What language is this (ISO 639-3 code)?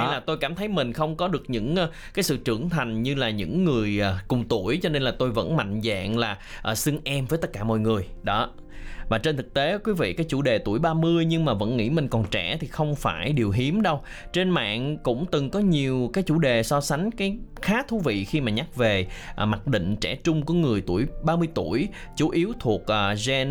vie